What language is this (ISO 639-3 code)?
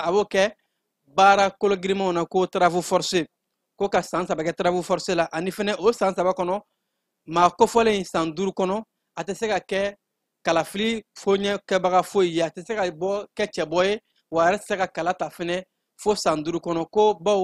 bam